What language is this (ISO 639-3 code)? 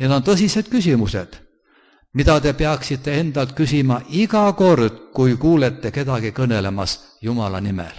est